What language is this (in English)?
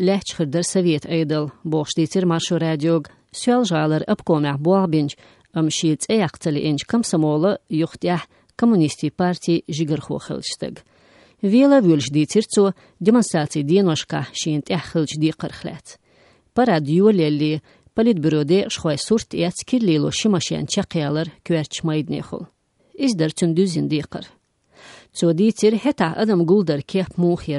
Chechen